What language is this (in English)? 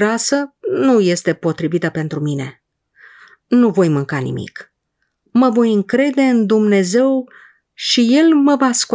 Romanian